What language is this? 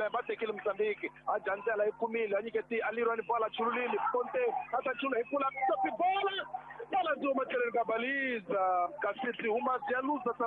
Tsonga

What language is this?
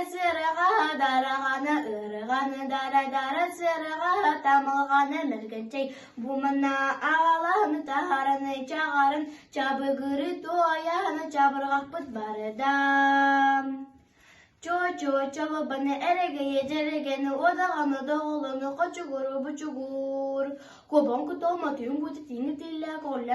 Yakut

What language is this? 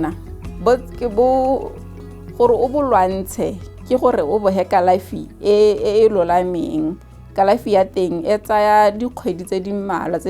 Tswana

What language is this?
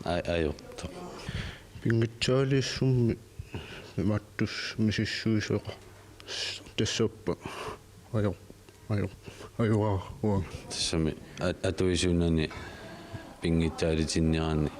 Kalaallisut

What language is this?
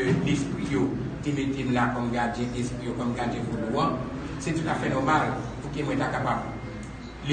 Haitian Creole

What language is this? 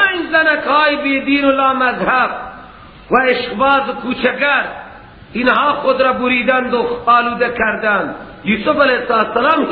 Persian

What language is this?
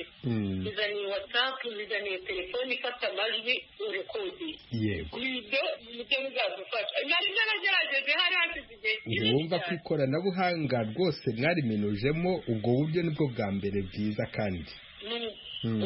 Kinyarwanda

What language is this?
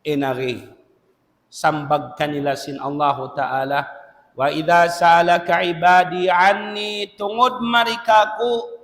Tausug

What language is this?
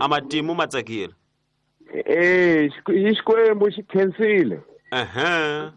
Tsonga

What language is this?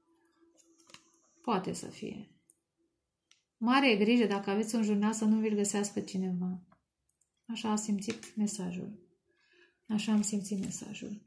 Romanian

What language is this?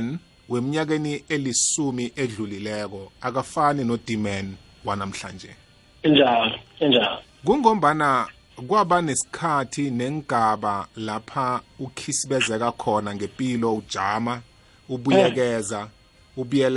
South Ndebele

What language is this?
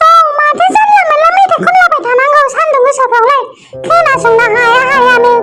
Bodo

